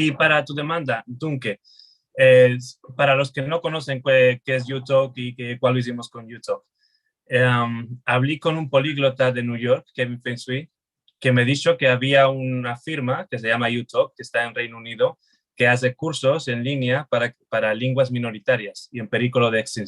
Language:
Ladino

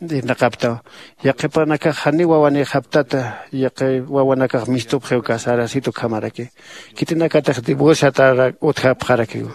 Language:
Aymara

